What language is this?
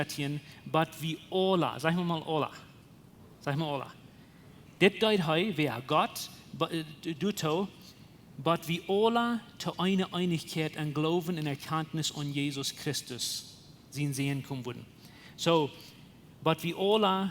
Plautdietsch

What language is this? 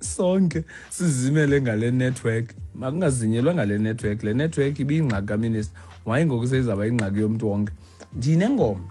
Xhosa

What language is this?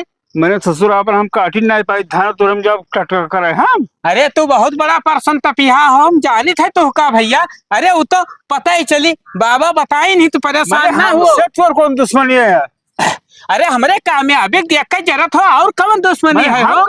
Awadhi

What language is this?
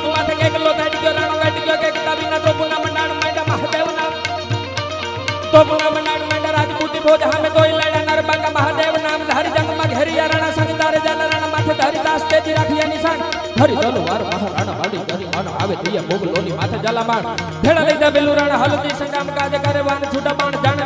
Gujarati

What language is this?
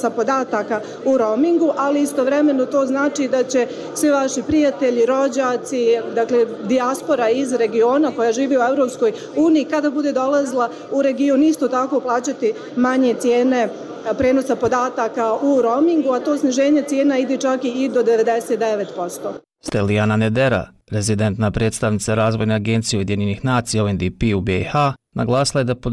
Bosnian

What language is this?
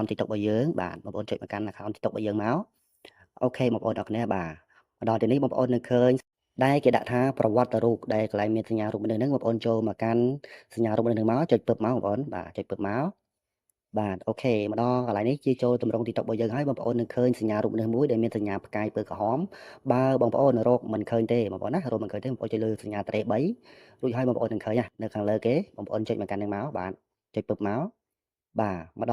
Khmer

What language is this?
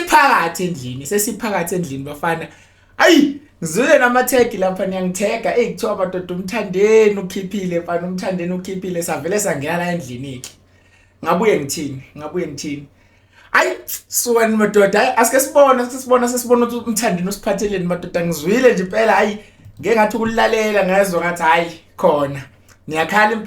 Zulu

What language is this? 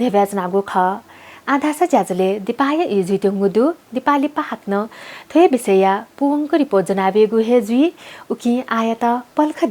Newari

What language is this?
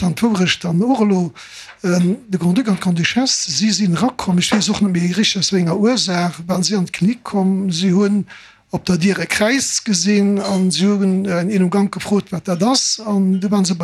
Luxembourgish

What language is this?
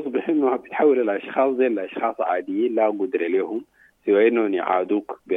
Sudanese Arabic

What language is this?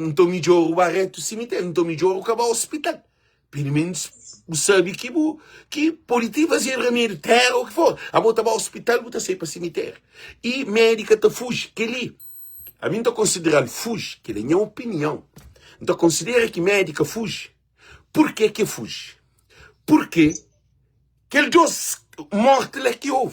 Kabuverdianu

